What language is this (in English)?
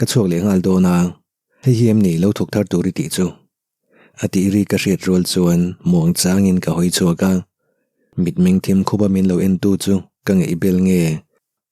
Mizo